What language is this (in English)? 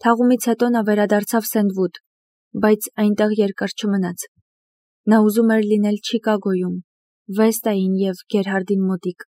Armenian